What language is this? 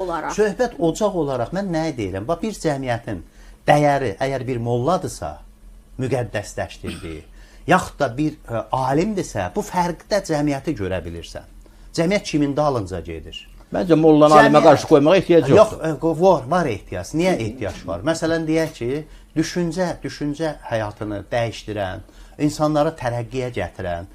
Azerbaijani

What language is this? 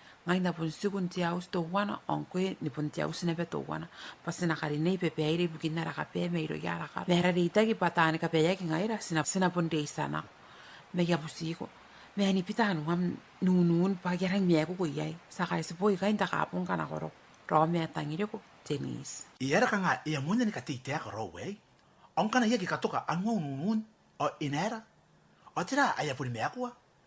Gilbertese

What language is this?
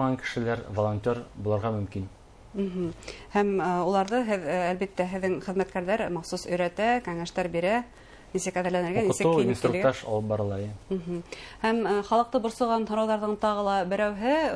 Bashkir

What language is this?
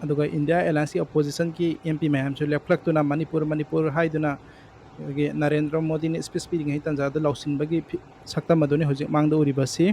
Manipuri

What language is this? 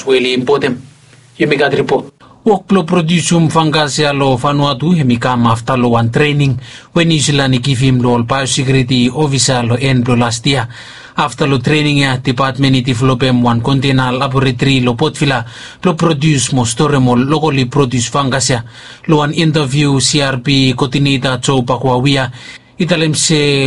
Bislama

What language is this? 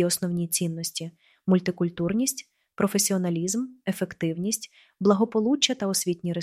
Ukrainian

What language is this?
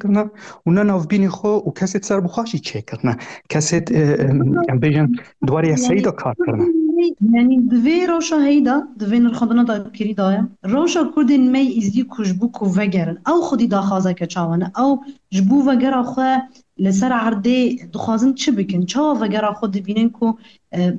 Kurdish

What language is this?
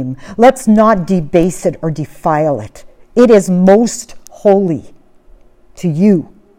English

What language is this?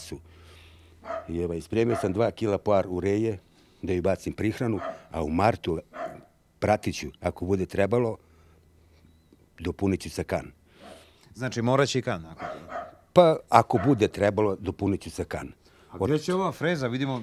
Serbian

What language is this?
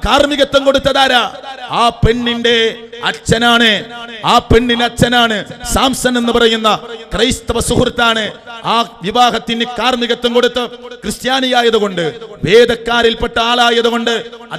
Malayalam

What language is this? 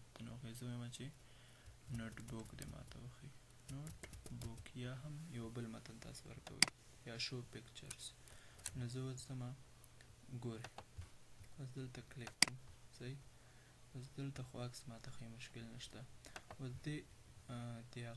Pashto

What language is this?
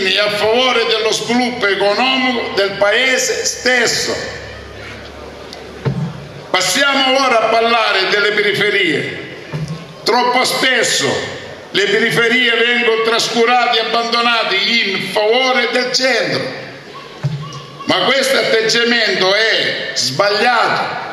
Italian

